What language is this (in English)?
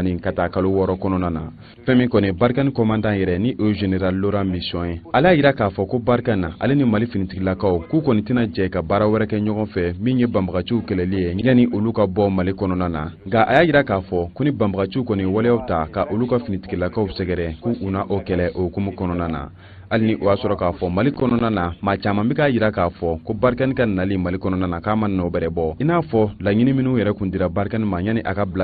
Bambara